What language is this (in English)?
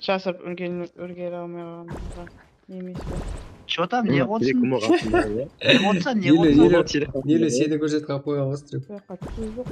Kara-Kalpak